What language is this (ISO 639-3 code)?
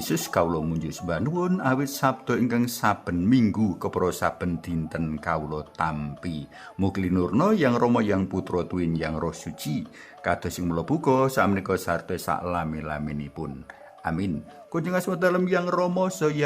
jav